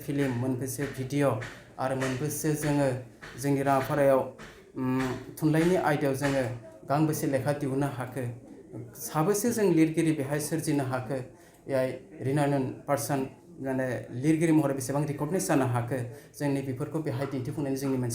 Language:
Bodo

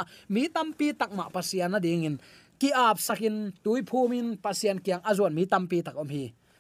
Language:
Tedim Chin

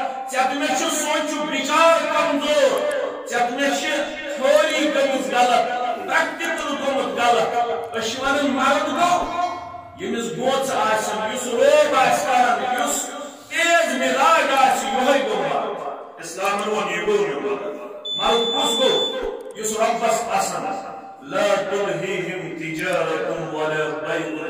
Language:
Kashmiri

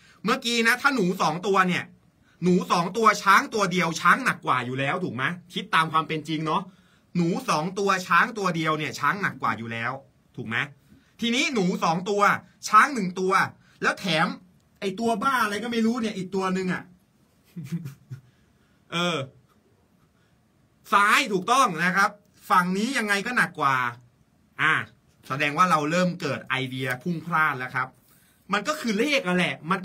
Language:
Thai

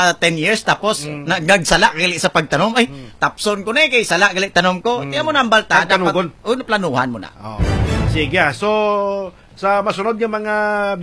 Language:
Hiligaynon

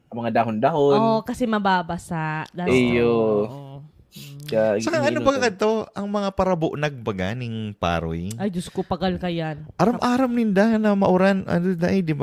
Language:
Bikol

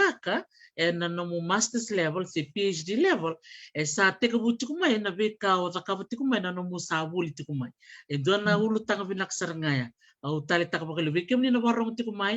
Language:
Fijian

